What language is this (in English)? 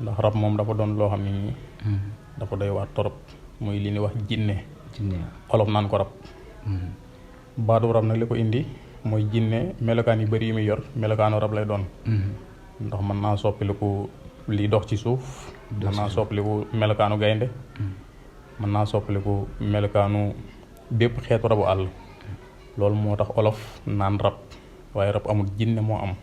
Wolof